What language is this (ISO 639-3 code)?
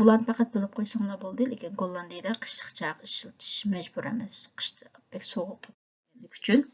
uig